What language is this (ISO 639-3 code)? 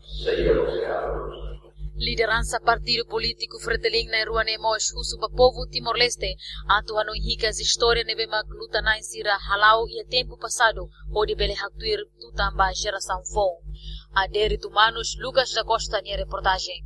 tet